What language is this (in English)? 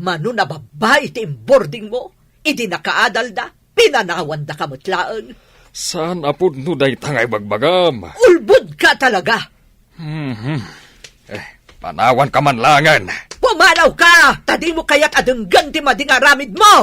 Iloko